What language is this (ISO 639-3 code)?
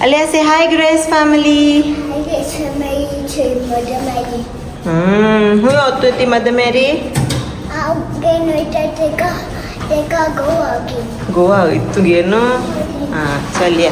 kok